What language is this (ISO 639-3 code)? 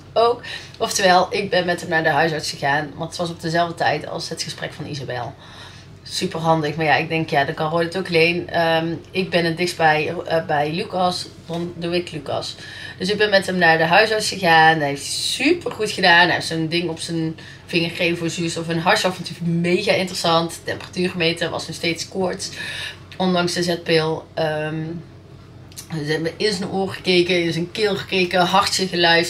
nld